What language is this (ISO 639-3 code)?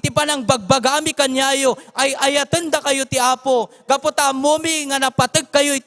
ilo